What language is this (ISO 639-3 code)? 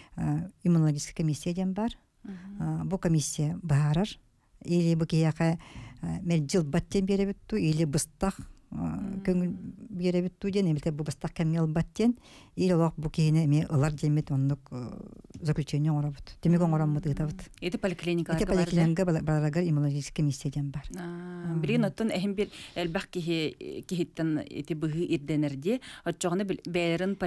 sah